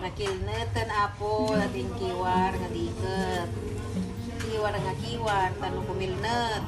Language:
Iloko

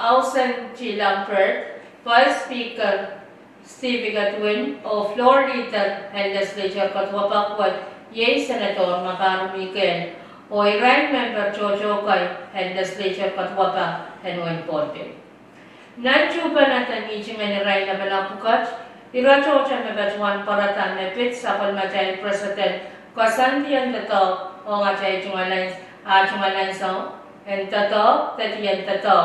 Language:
Pohnpeian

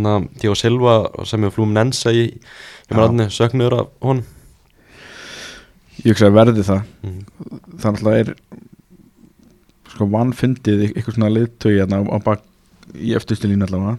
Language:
Icelandic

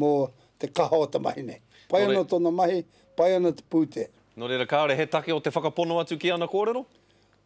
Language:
Māori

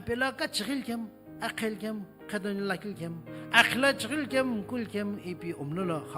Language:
Sumi Naga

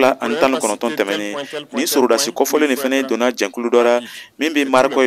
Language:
Bambara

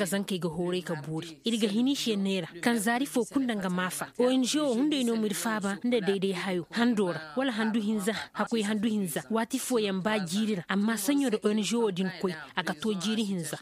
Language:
Zarma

